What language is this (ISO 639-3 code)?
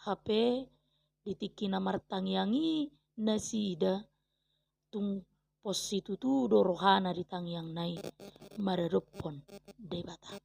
bbc